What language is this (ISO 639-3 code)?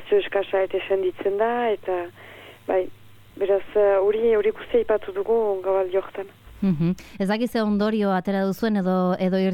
eus